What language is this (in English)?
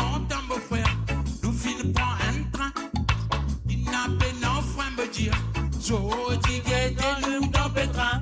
Morisyen